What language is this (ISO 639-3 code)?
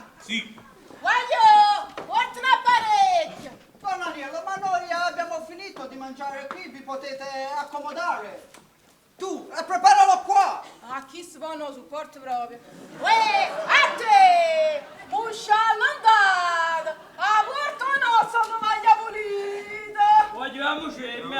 nap